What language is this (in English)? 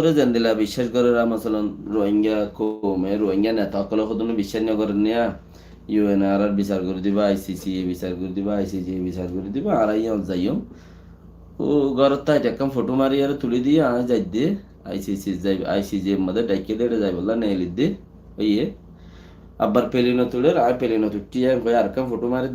Rohingya